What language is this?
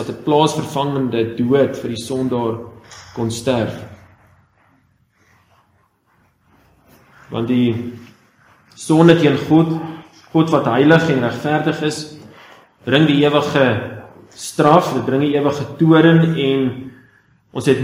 Afrikaans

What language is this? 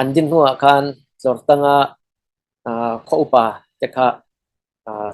Falam Chin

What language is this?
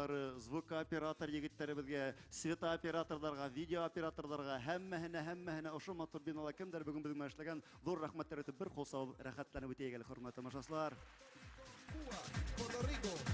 Bashkir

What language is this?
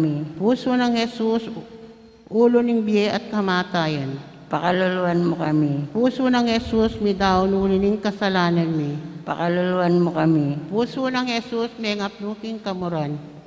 Pampanga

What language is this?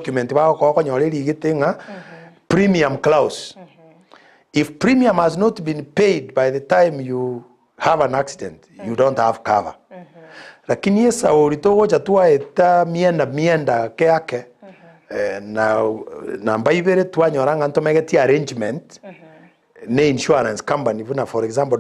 Gusii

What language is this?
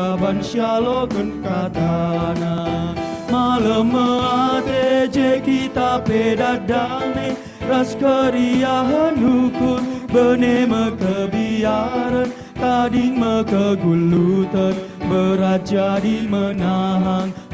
Batak Karo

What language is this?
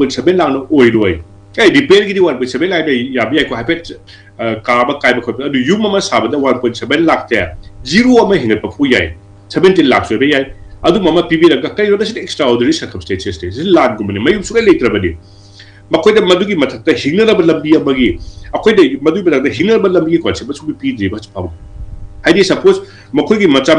Manipuri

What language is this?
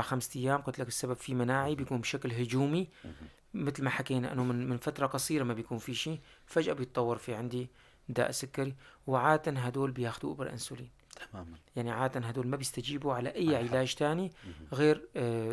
North Levantine Arabic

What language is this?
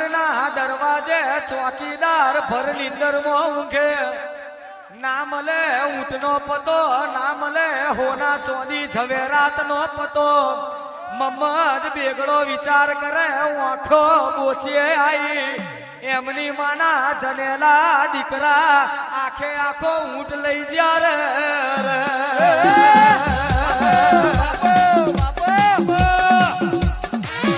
Gujarati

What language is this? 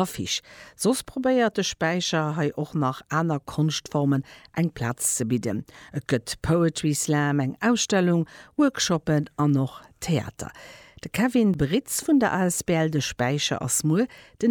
Luxembourgish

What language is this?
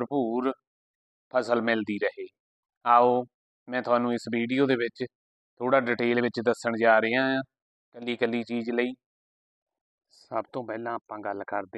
Punjabi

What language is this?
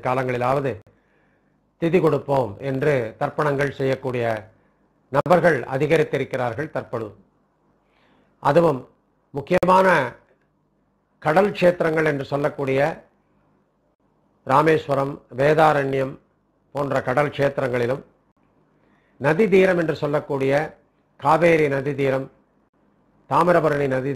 Tamil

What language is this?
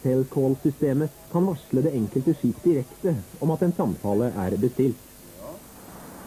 Norwegian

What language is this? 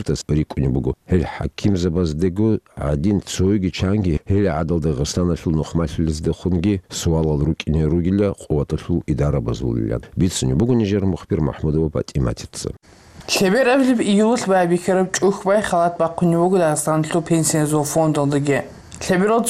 Avaric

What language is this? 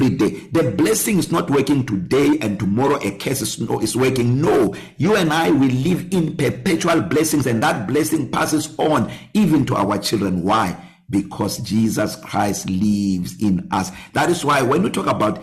English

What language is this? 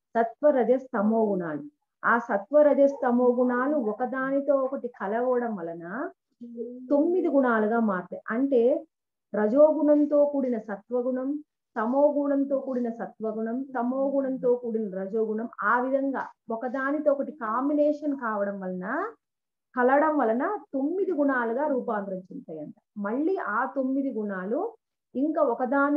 Telugu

